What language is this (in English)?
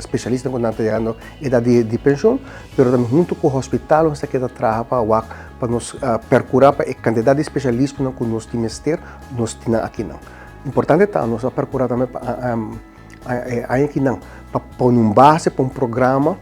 Papiamento